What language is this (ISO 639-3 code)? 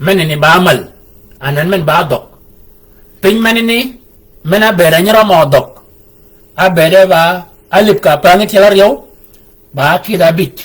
shk